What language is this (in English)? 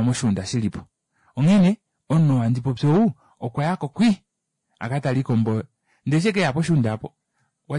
Kuanyama